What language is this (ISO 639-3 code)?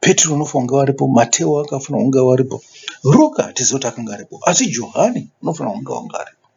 sna